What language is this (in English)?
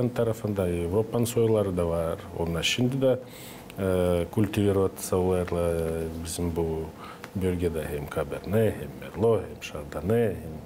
Gagauz